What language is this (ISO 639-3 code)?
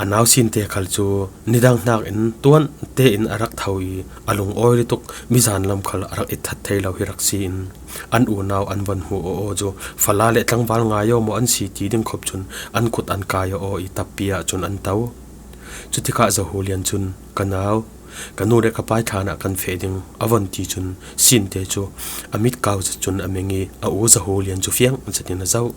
cfm